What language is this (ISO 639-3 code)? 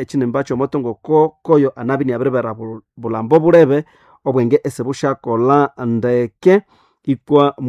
nnb